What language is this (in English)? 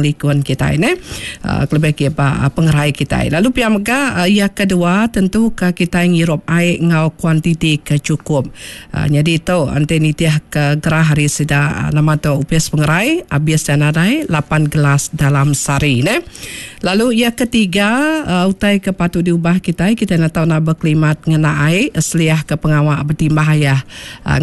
Iban